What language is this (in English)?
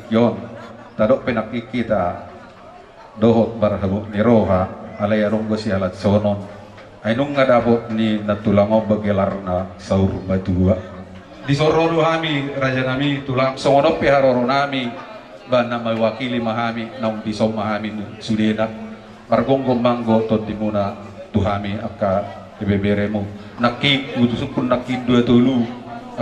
Batak Toba